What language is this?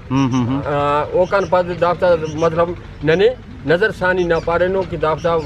Brahui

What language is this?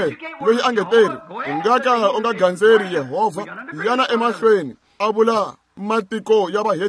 Tsonga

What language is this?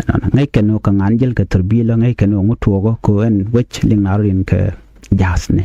Nuer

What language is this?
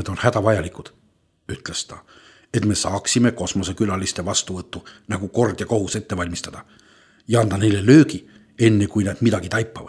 Estonian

